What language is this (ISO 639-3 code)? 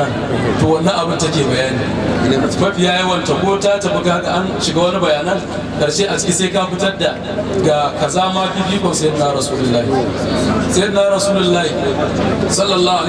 hau